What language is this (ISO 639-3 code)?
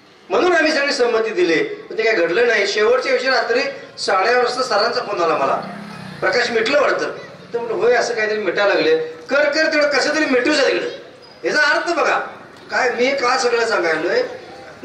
mar